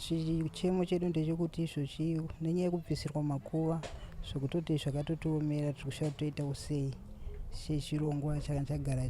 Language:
Shona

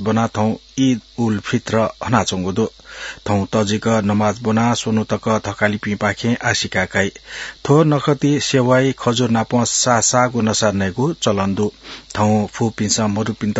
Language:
Newari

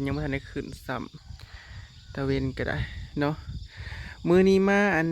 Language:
Northeastern Thai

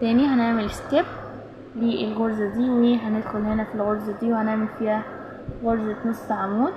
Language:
Egyptian Arabic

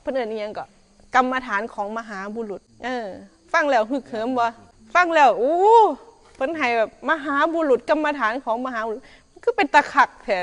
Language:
Northeastern Thai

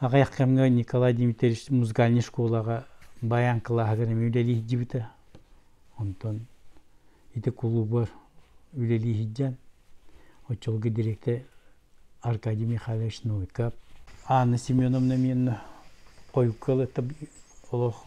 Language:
Yakut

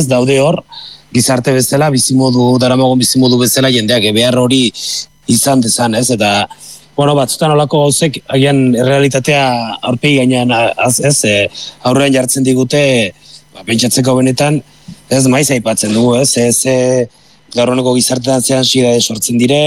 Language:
Basque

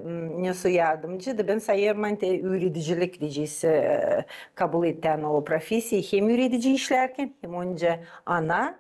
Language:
Gagauz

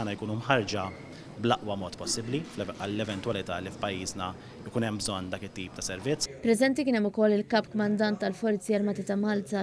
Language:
Maltese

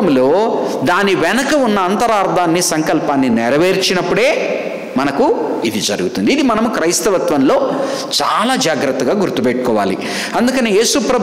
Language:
Telugu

